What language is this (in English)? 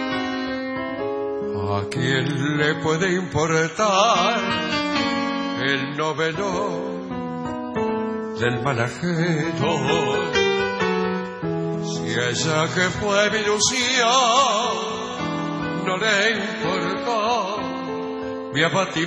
Spanish